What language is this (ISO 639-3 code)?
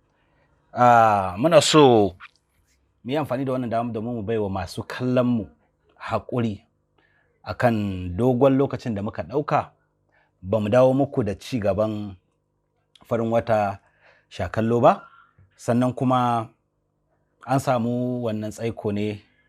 hau